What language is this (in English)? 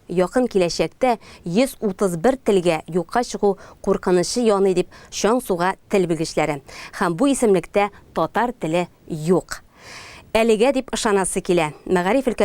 Tatar